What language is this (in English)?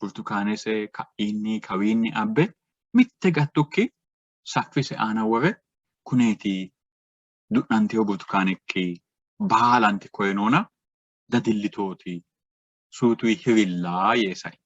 Sidamo